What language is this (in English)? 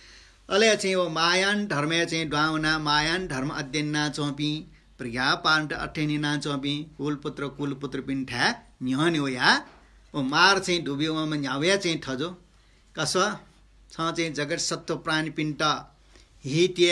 Newari